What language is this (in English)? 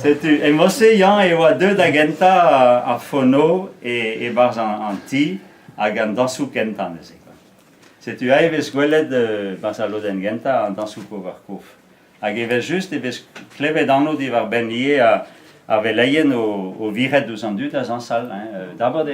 Breton